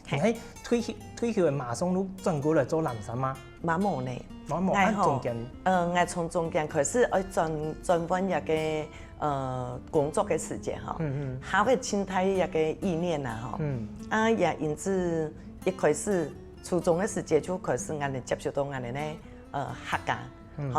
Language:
Hakka Chinese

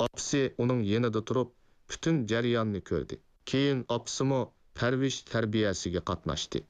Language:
Uyghur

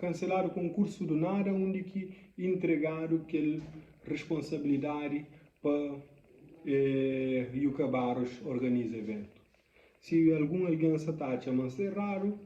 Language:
Kabuverdianu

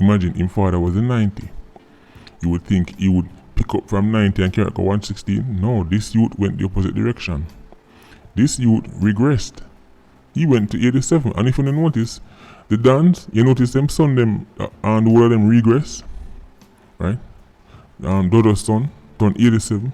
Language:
Jamaican Creole English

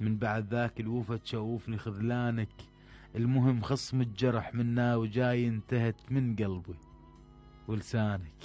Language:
Mesopotamian Arabic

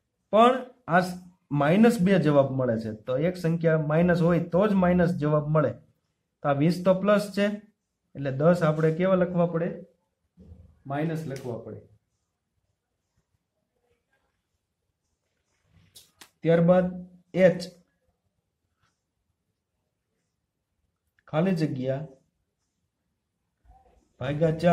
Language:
Gujarati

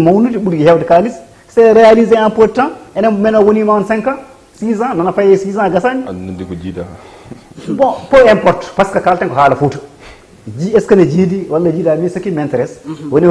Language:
Fula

